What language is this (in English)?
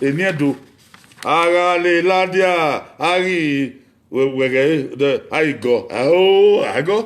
Bini